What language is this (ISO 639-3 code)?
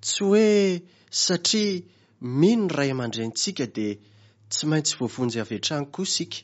mlg